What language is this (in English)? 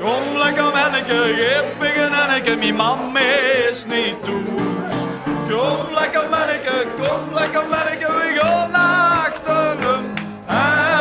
Limburgish